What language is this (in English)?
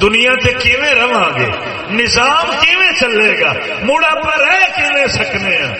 Saraiki